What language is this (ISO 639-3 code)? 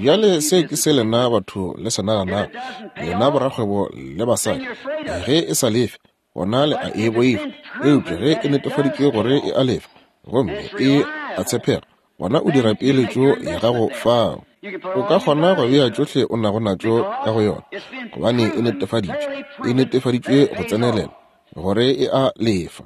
nso